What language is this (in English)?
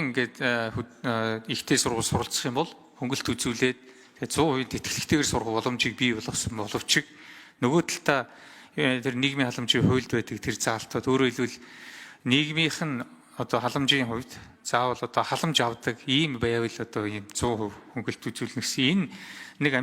Mongolian